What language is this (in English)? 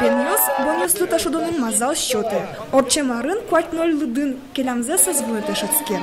Udmurt